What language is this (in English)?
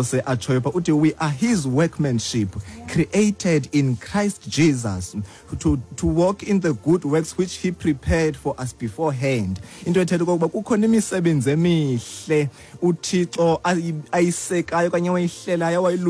Xhosa